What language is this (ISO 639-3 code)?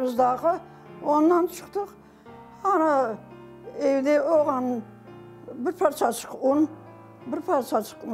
crh